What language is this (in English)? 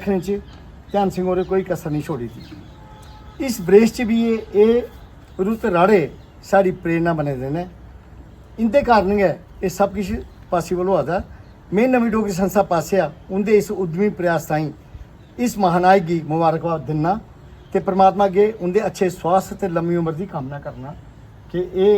Dogri